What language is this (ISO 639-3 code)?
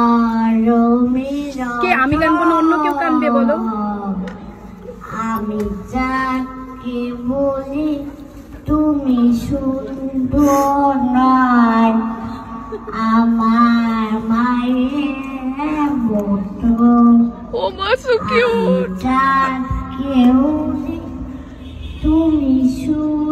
ben